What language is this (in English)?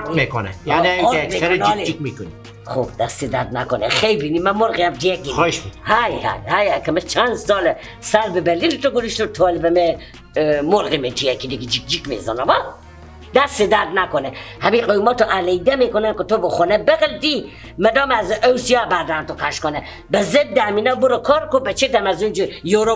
Persian